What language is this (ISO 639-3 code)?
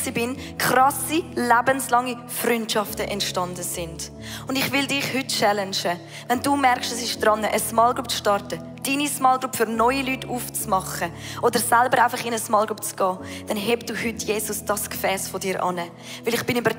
gsw